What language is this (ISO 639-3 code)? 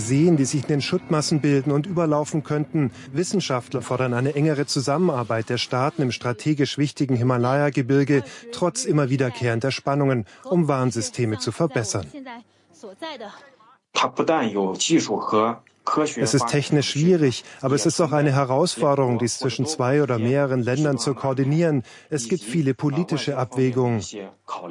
deu